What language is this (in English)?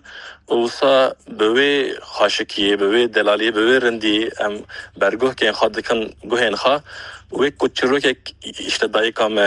Kurdish